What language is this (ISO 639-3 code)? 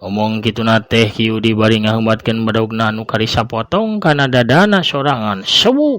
sun